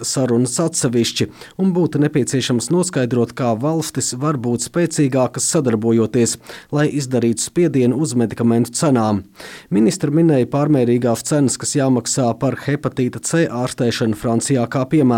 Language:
Latvian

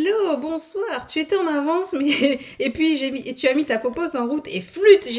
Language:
French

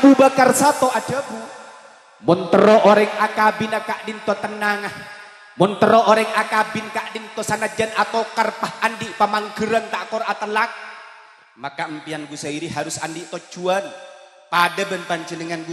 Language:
Madurese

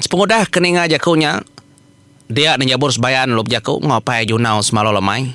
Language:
Iban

